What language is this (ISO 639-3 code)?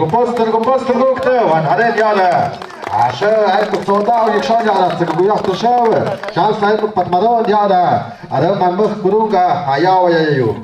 mxp